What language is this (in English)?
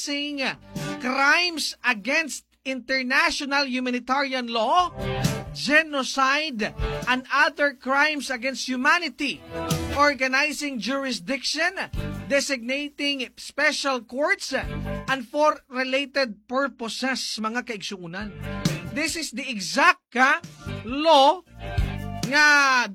Cebuano